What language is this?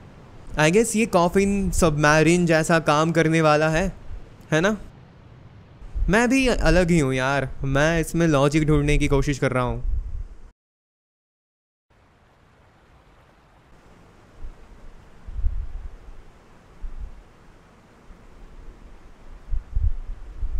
Hindi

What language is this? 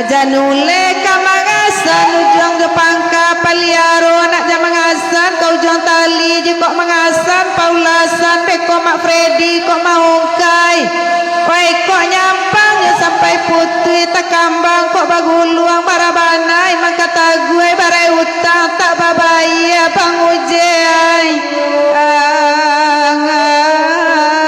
Minangkabau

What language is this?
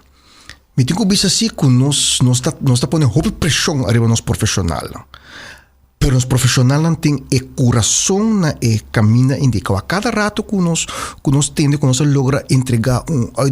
Papiamento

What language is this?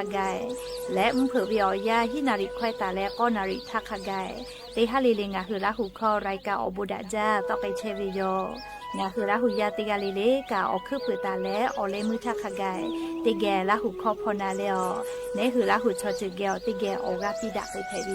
Lahu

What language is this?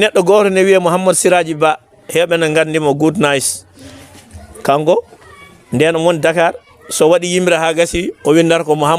Fula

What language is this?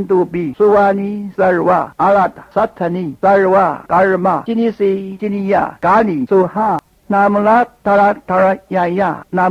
Thai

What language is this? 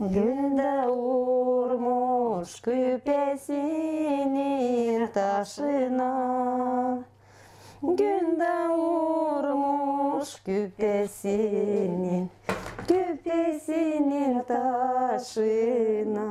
Gagauz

